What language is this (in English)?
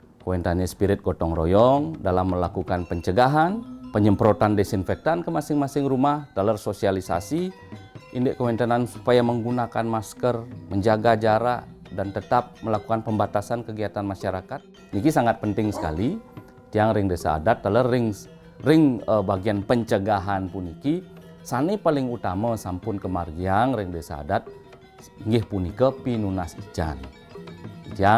Balinese